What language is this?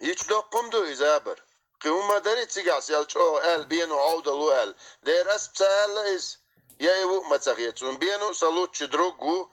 Chechen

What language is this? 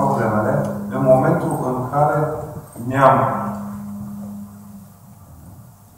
Romanian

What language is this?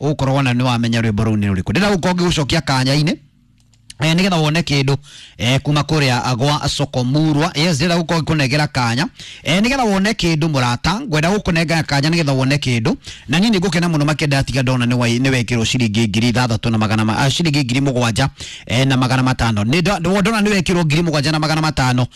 Kikuyu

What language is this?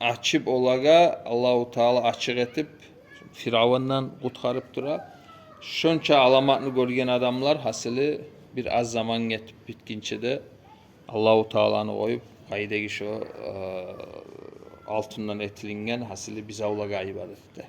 Kumyk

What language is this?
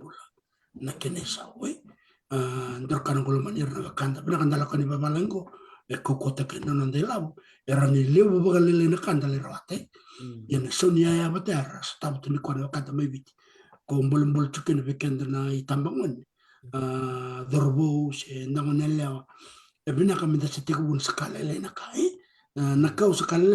Fijian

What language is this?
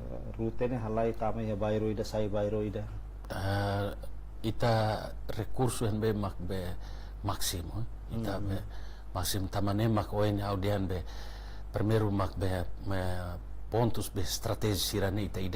Tetum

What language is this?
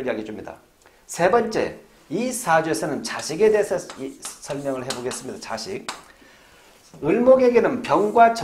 Korean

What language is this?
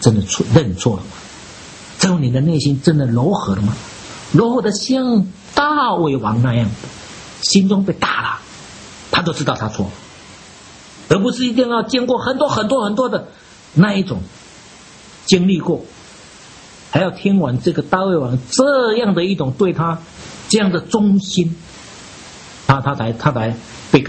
Chinese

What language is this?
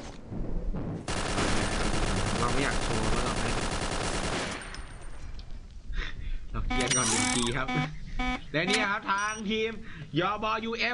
Thai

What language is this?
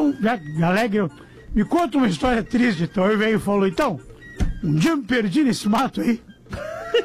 Portuguese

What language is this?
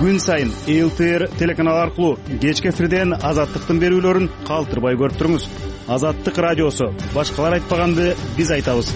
Kyrgyz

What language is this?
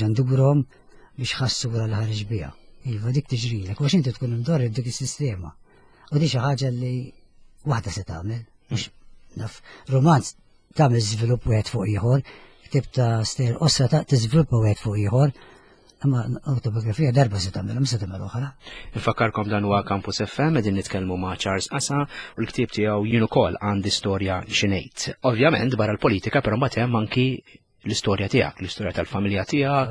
Maltese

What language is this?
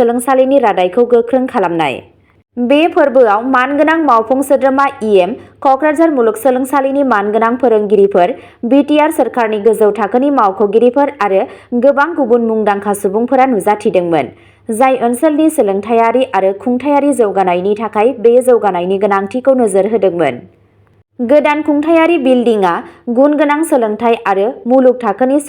Bodo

